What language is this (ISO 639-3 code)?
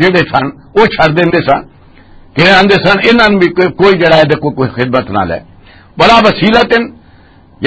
lah